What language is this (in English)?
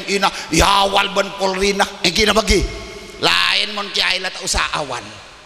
Madurese